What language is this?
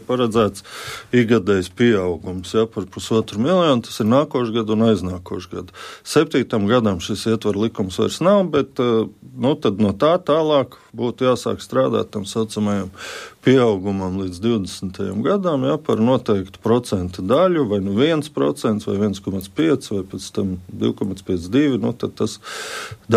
Latvian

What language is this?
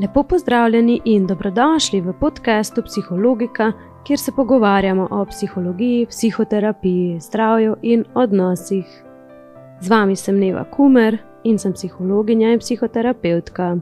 Slovenian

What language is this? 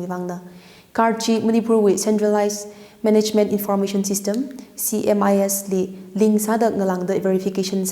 Tangkhul Naga (India)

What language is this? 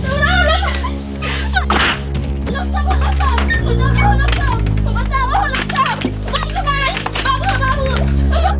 Maithili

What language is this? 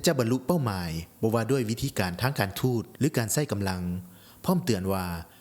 Lao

